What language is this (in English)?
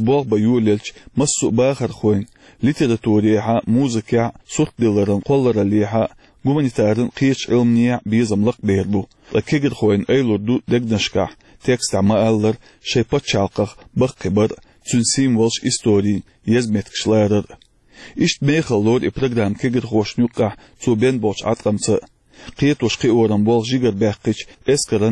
Chechen